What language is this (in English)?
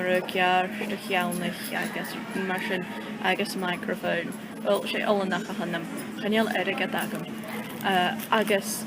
Scottish Gaelic